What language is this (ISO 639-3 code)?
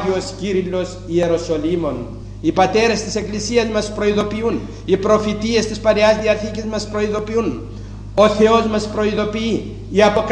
ell